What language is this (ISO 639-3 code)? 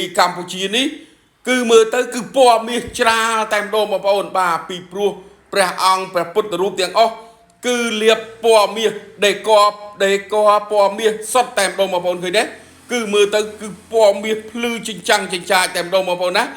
khm